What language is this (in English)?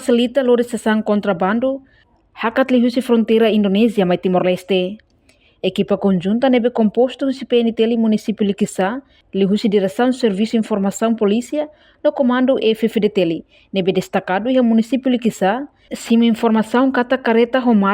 Tetum